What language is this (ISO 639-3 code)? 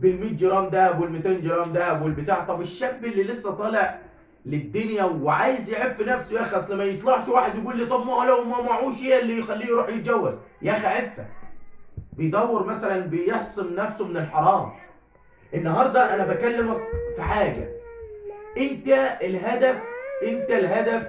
arz